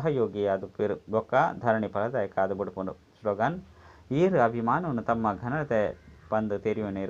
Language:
Tulu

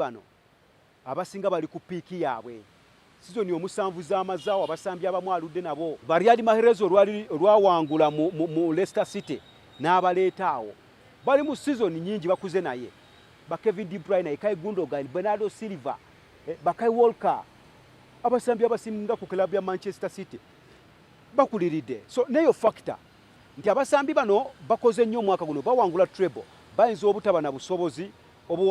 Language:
Ganda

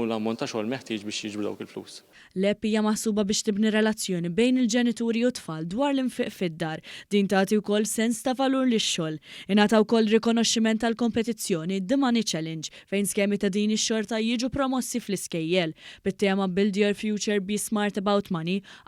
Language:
Maltese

